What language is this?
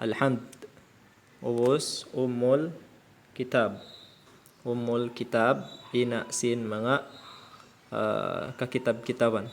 Tausug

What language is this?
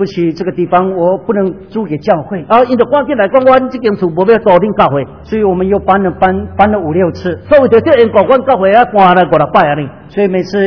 Chinese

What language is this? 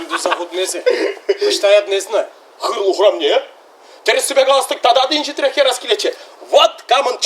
Chuvash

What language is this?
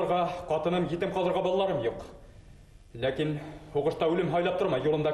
Bashkir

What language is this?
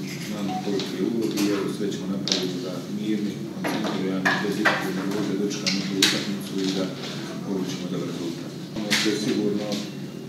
Croatian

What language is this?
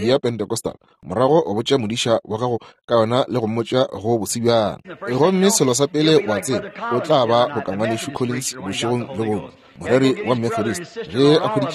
Northern Sotho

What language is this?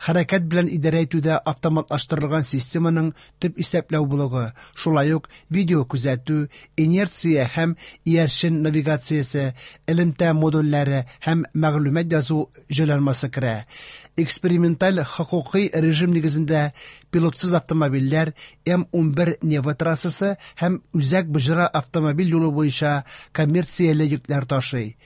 Tatar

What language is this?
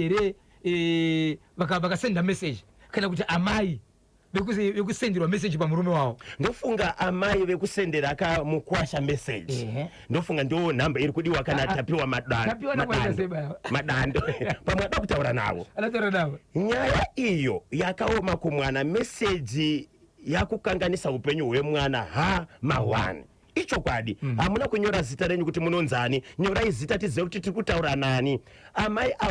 Shona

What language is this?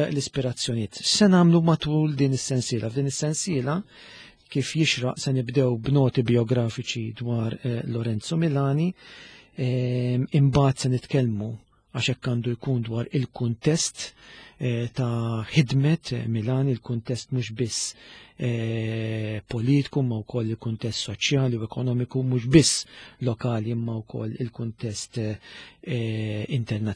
Maltese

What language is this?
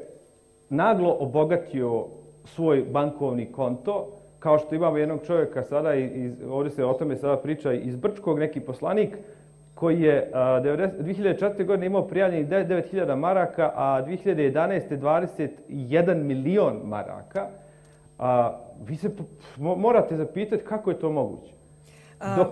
Bosnian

